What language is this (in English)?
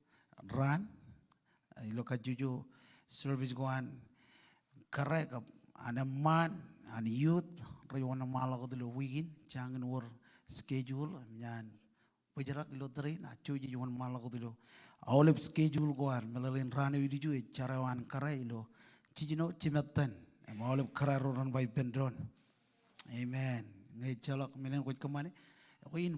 Marshallese